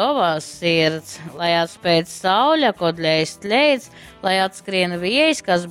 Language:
Latgalian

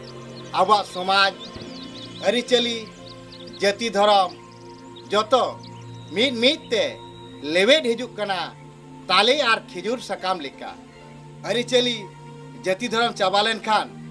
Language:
Santali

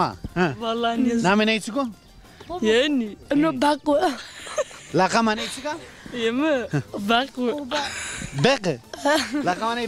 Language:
Zaza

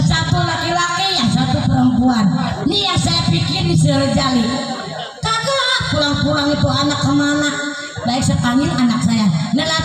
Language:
Betawi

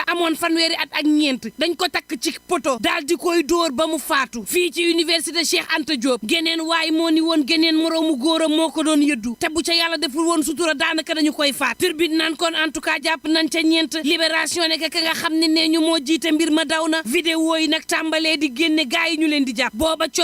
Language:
Wolof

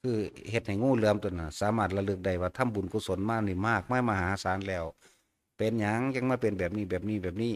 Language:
Northeastern Thai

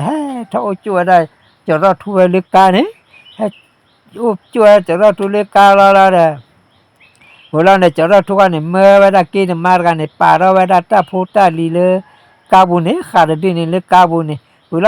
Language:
S'gaw Karen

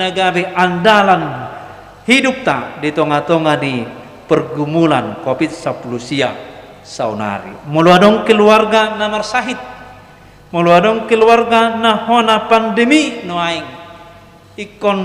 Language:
Batak Toba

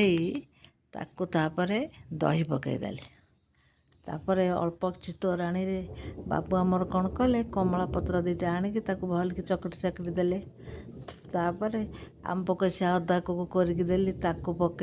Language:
Odia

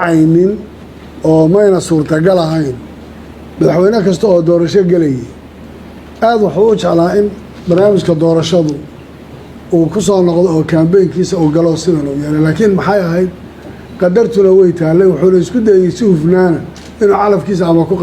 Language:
Somali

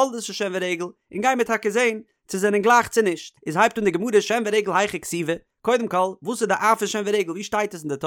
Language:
Yiddish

